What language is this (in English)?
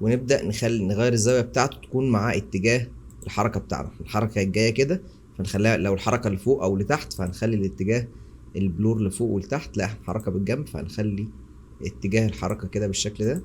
Egyptian Arabic